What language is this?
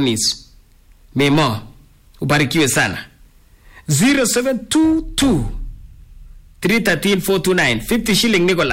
Swahili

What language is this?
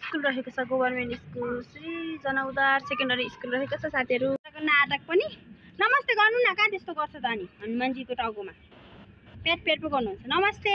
Nepali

